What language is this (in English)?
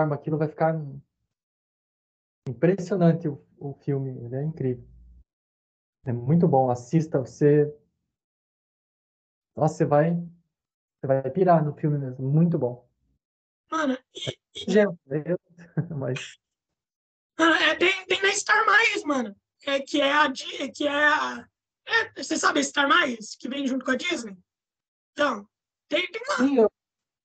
Portuguese